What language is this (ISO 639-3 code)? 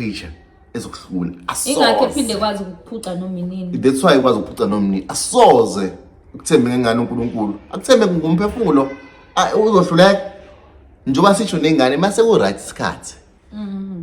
zul